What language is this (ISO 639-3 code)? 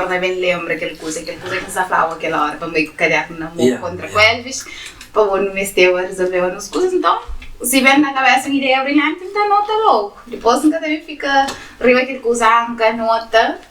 kea